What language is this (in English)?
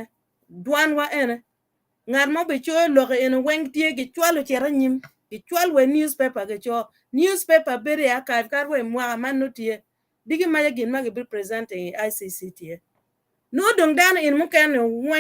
Acoli